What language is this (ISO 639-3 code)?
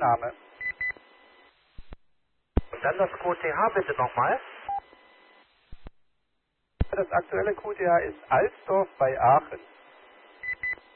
deu